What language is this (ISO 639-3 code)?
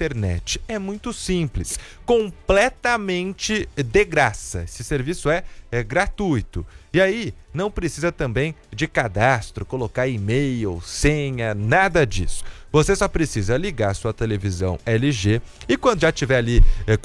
por